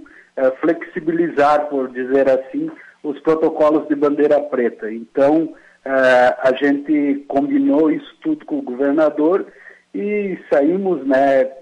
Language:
Portuguese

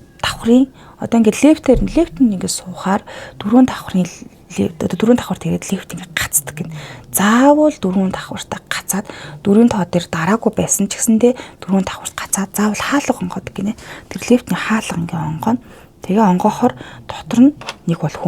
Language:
Mongolian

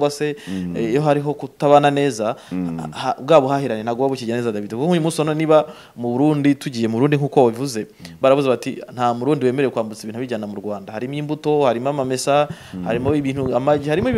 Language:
Kinyarwanda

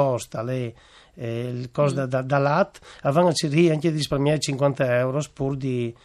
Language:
Friulian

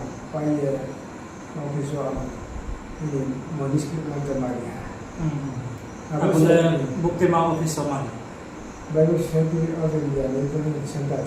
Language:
Riang (India)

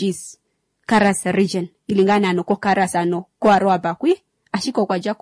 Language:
Kuanyama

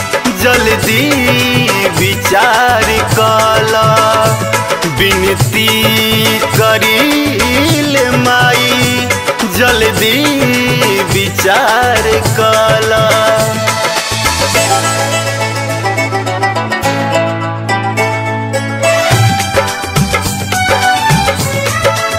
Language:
Bhojpuri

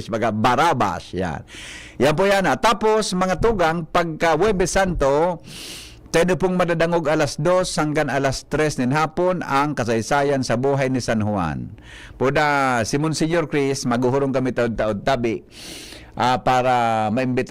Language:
Bikol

